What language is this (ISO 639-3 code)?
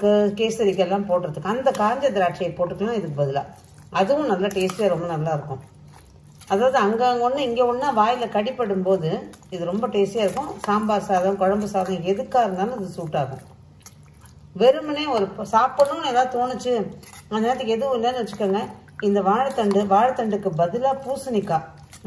tam